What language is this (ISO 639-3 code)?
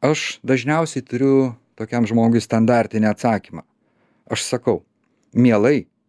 lit